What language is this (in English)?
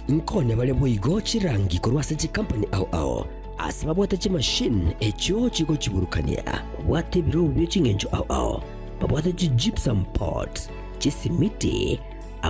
Gusii